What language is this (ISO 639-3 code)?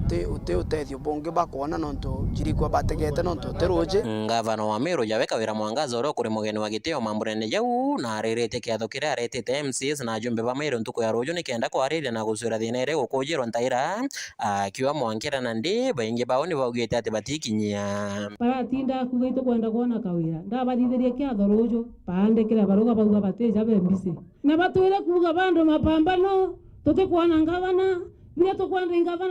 mer